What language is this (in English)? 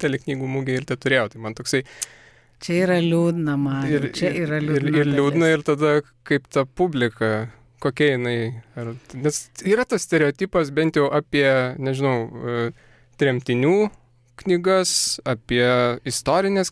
Lithuanian